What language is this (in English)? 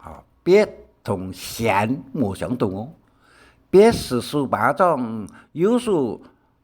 Hakka Chinese